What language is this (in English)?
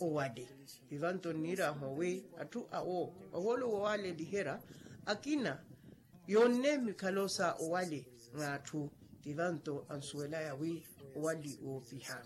Makhuwa